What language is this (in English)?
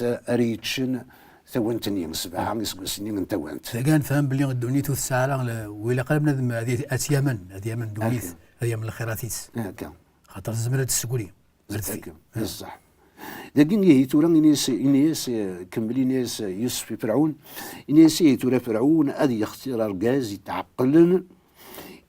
Kabyle